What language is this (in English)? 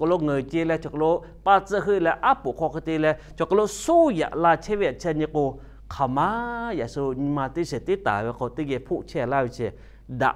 Lahu